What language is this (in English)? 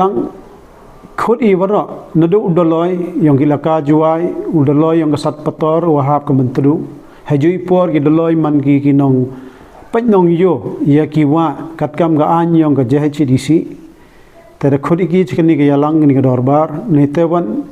Pnar